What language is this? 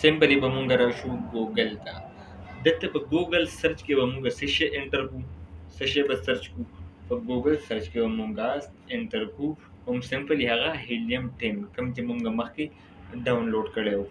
Pashto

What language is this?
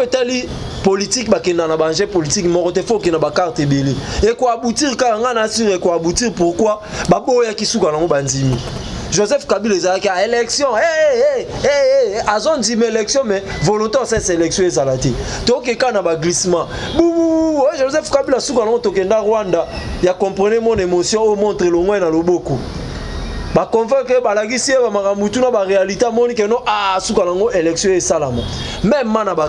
Lingala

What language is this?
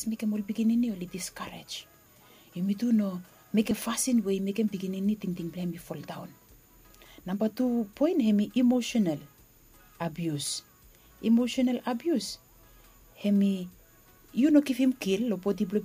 Bislama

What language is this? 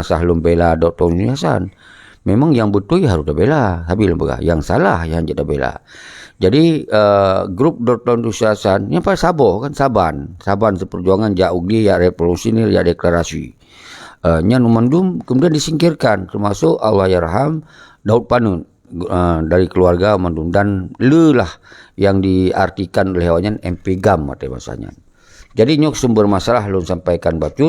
Achinese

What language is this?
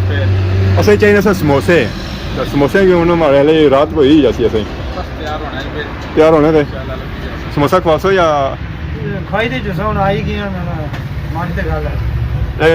Pahari-Potwari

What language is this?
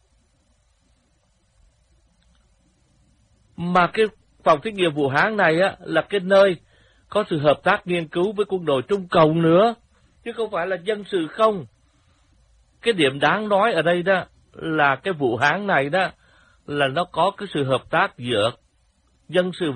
Vietnamese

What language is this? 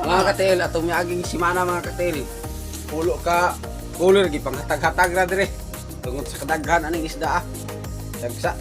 Cebuano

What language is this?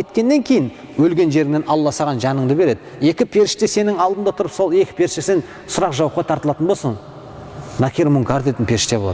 Kazakh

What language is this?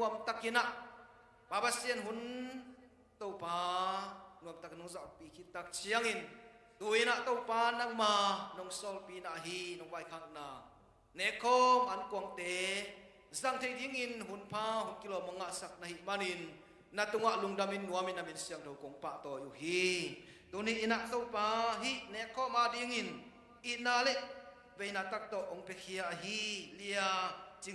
Tedim Chin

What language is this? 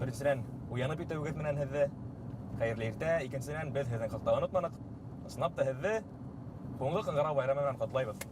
Bashkir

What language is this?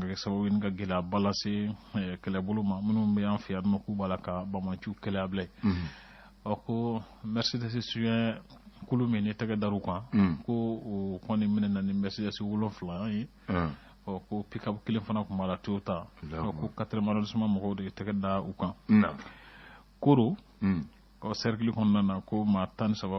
Bambara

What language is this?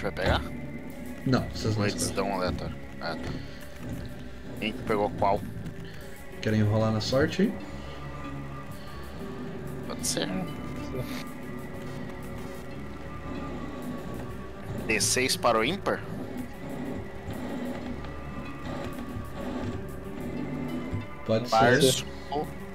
Portuguese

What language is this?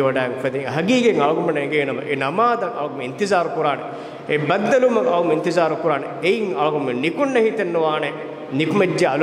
Divehi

